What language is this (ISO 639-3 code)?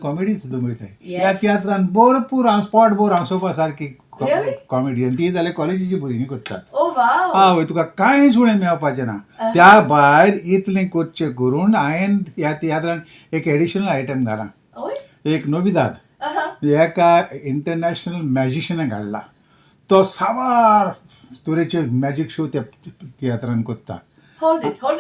kok